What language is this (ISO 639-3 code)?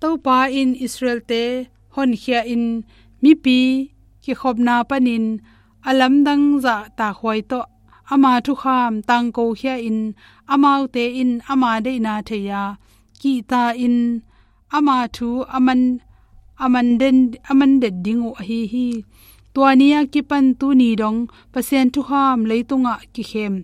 ctd